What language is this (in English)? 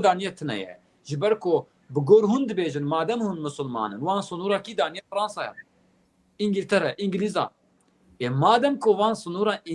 Kurdish